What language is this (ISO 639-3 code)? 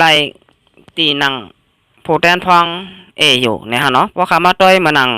shn